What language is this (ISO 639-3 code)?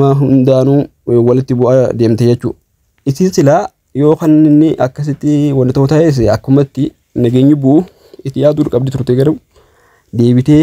orm